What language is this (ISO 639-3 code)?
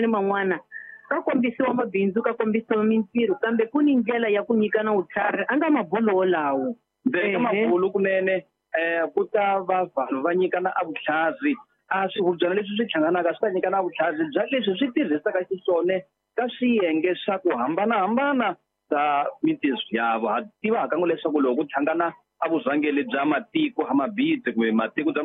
tso